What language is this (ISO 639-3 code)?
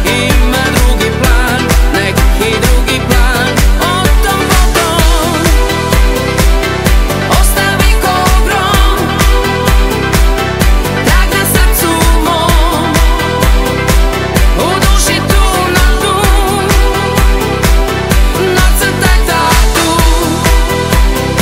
srp